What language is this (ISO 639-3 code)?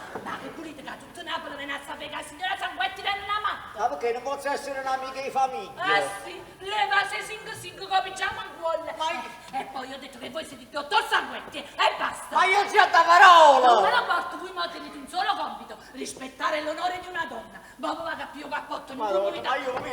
nap